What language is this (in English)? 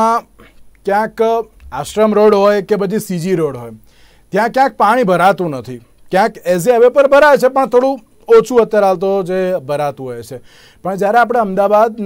Gujarati